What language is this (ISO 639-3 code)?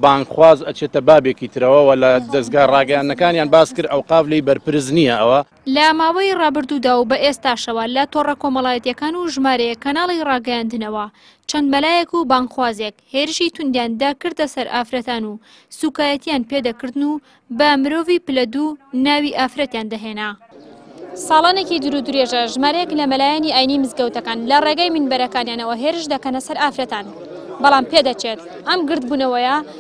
ckb